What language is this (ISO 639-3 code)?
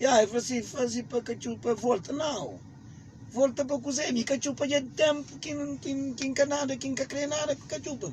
kea